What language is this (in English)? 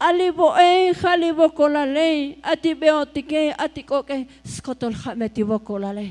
Tzotzil